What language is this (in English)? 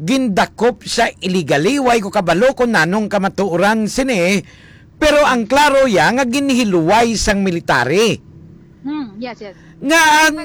Hiligaynon